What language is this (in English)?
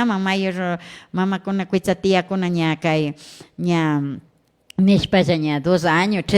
Imbabura Highland Quichua